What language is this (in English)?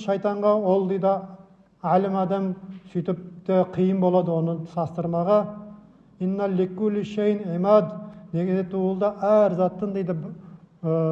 Nogai